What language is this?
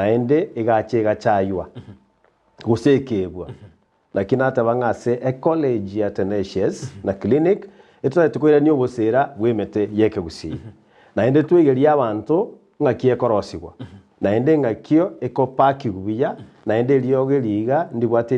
Gusii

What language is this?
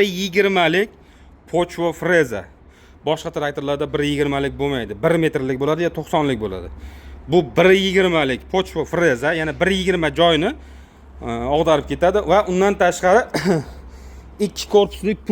Uzbek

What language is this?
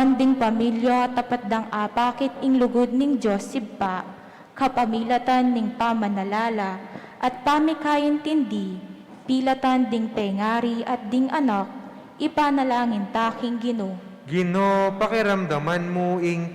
Pampanga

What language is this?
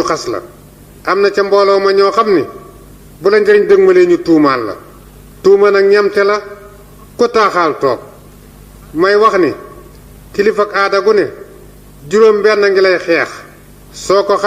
Wolof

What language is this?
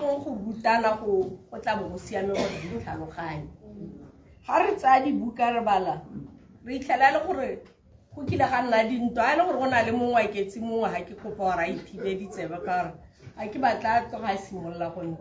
Tswana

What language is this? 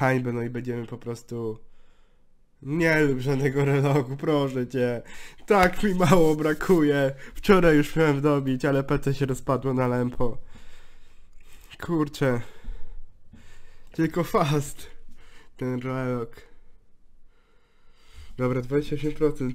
Polish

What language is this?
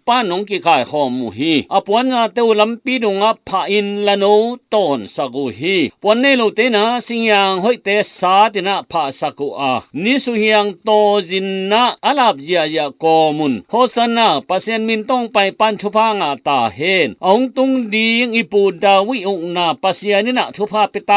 Tedim Chin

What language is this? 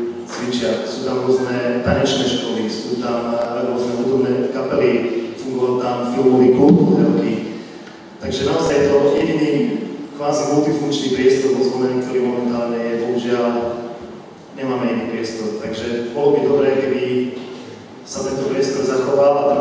Slovak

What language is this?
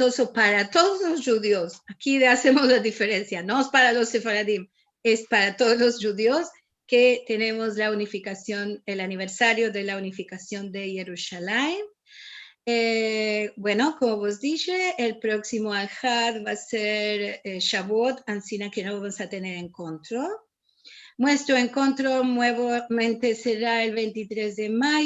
Ladino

